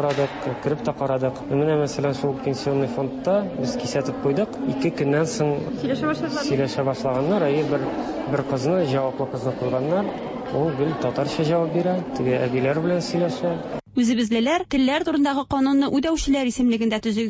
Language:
Tatar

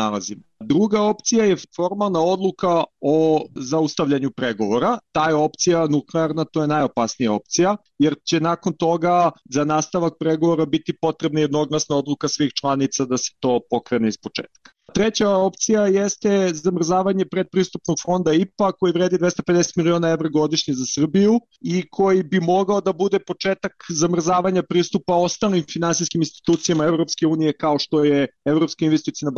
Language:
Serbian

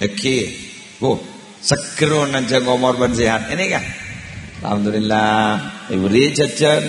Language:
Madurese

